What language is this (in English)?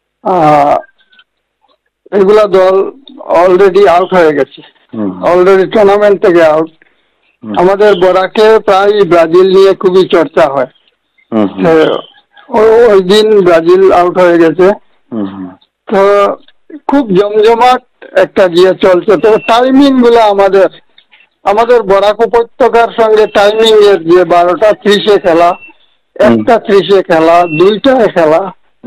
Bangla